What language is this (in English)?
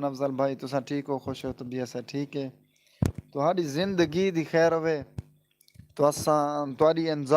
Saraiki